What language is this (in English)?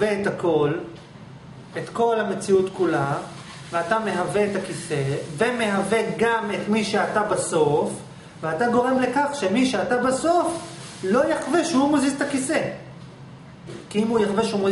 Hebrew